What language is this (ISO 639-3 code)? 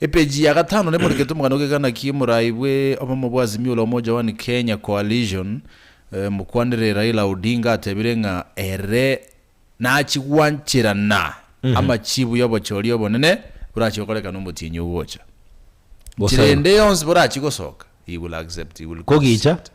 guz